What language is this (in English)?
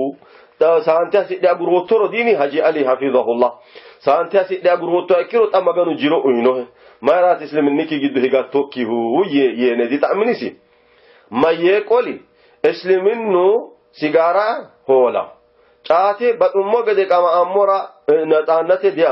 Sidamo